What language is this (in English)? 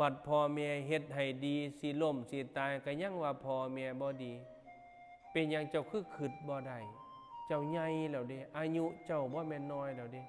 Northeastern Thai